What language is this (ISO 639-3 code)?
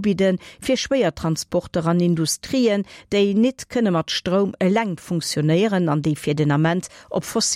ltz